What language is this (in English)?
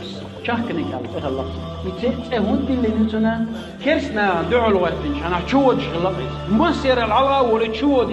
Chechen